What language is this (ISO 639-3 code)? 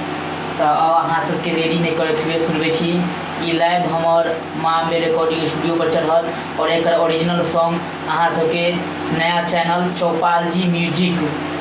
mai